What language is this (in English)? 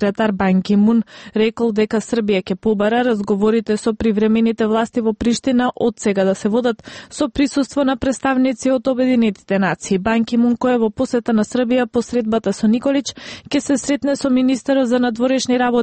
Macedonian